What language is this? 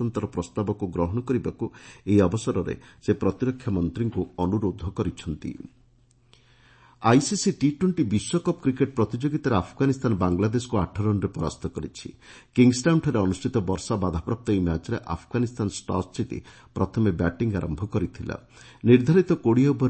Odia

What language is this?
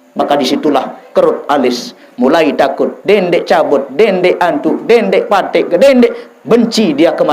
Sasak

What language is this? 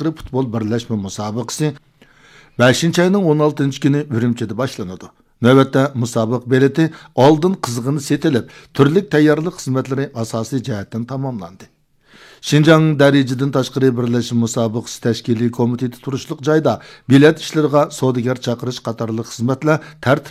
Uyghur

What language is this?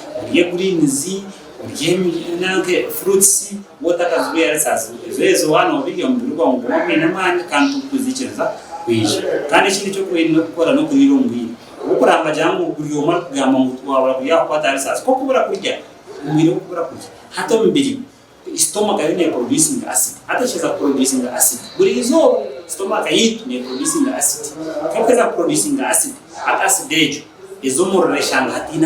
Nyankole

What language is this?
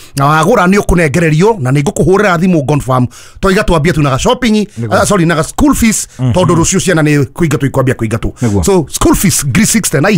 Kikuyu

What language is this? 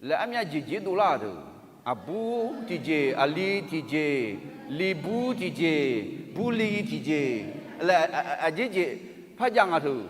Akha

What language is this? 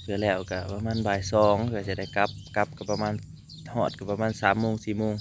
Lao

